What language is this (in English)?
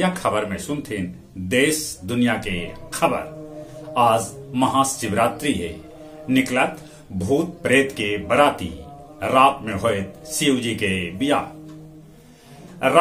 Magahi